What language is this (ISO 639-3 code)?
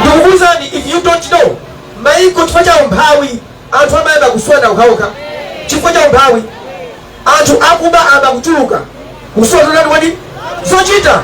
nya